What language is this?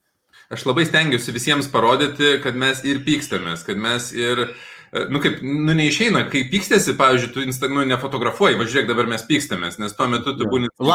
Lithuanian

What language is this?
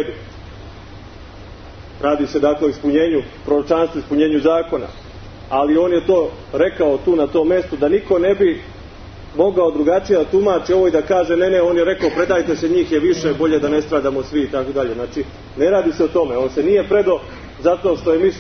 Serbian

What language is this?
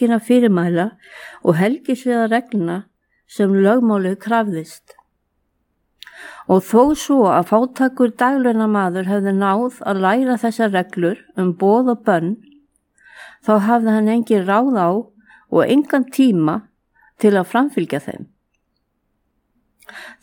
Icelandic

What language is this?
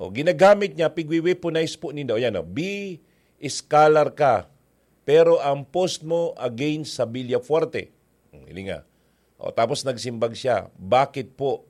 Bikol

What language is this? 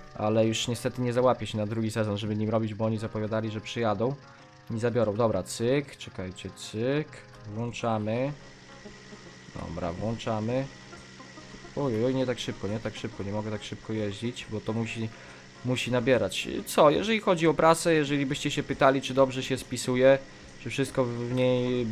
Polish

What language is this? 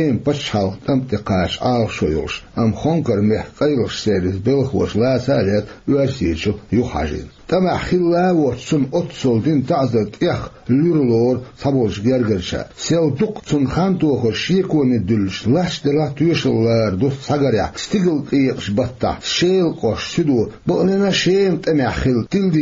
Chechen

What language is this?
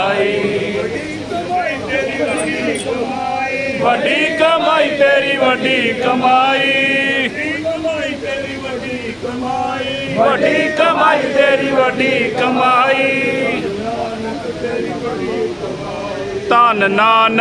Punjabi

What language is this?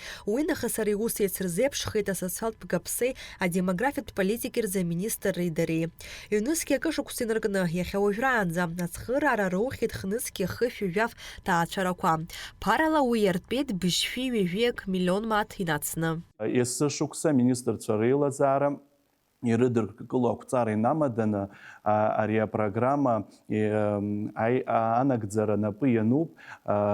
Abkhazian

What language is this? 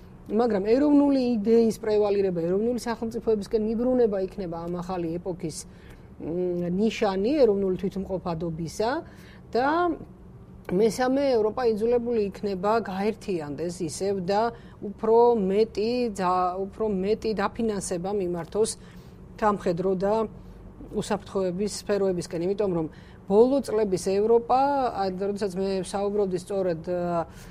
Georgian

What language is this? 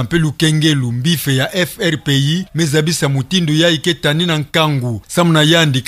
Kituba (Democratic Republic of Congo)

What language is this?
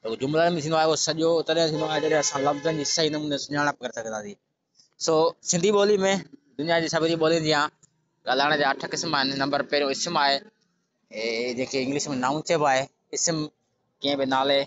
Sindhi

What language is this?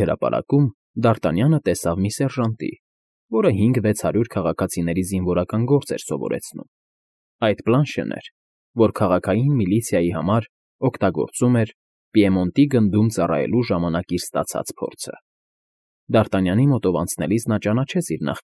Armenian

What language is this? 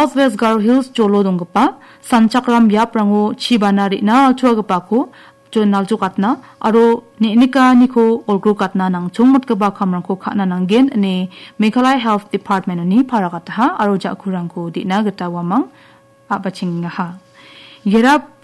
Garo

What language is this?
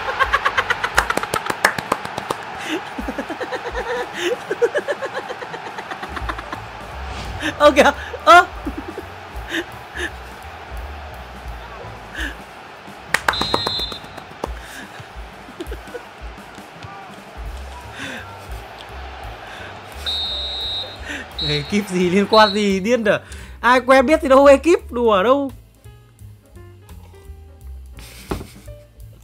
Vietnamese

